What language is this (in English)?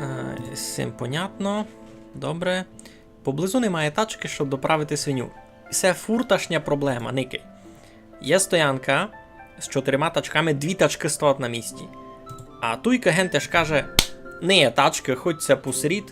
Rusyn